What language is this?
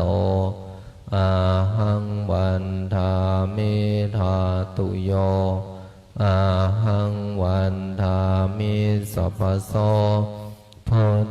Pali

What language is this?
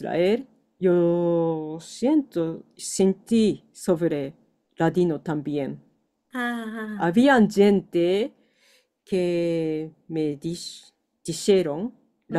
Ladino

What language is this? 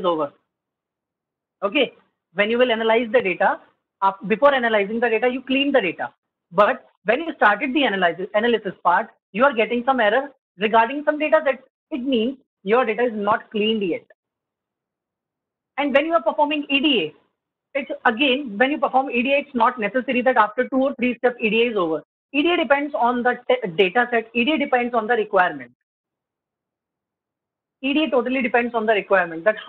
English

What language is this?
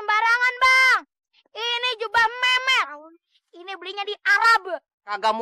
Betawi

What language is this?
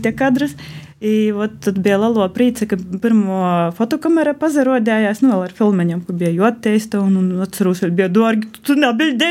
Latvian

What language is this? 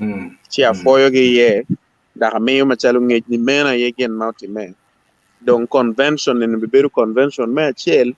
Acoli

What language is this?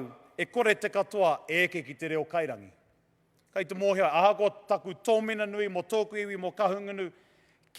Māori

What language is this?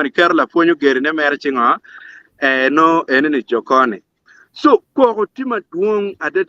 Acoli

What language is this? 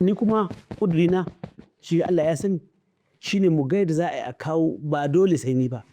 Hausa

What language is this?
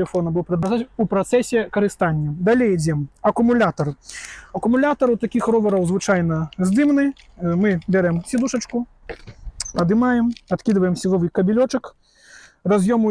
Belarusian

